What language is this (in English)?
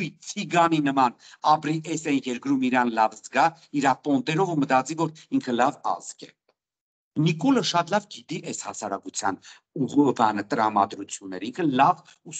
Armenian